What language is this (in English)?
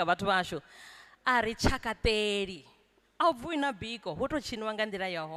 Venda